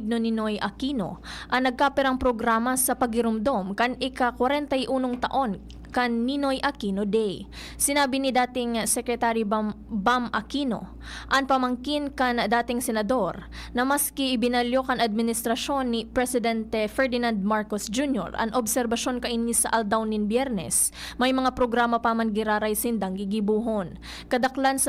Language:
Bikol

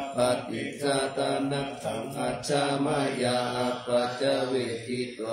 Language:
Pali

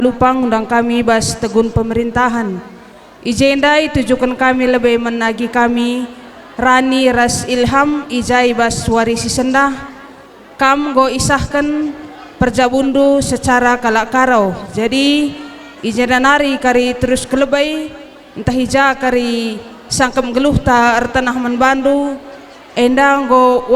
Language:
Batak Karo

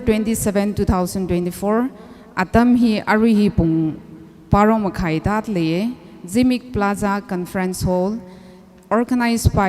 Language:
Tangkhul Naga (India)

